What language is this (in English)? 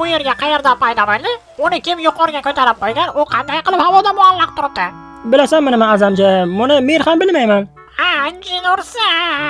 Uzbek